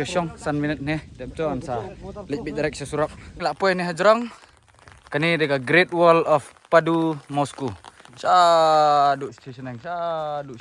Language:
Khasi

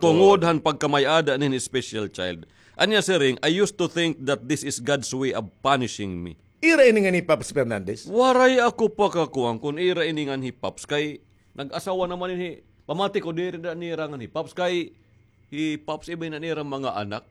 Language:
Waray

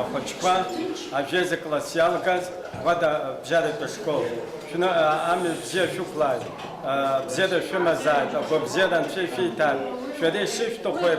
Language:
Abkhazian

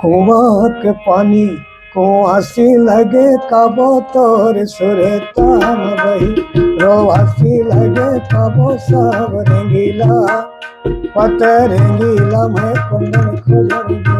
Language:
Chhattisgarhi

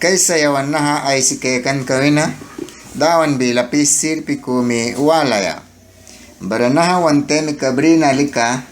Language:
Mískito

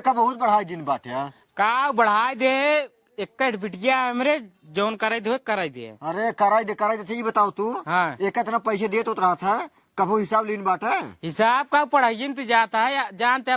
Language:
Awadhi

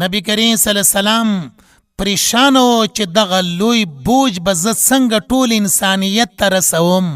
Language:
Pashto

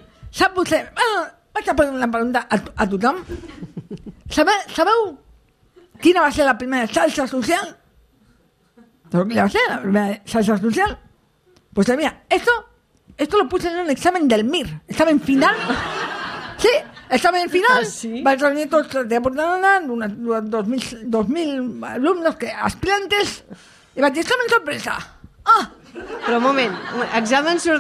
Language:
Catalan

